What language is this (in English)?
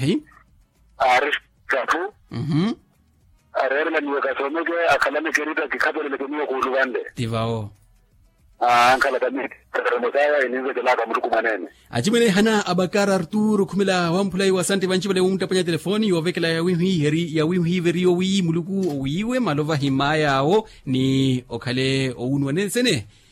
Makhuwa